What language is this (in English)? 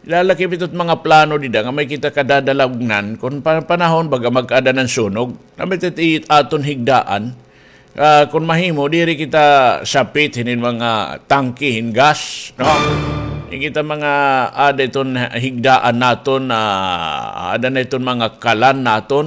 Waray